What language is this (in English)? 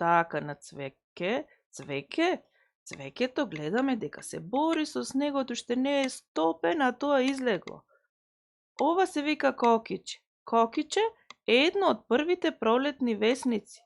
Macedonian